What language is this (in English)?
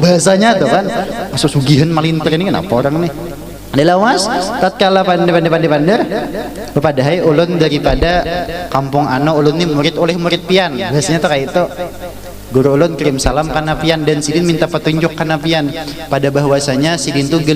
Banjar